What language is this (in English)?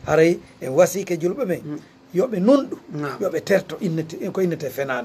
Fula